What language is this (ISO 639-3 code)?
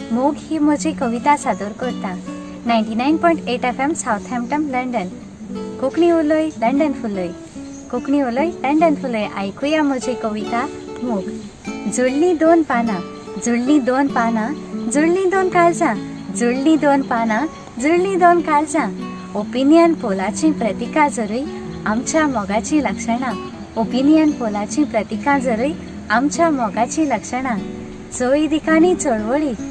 kok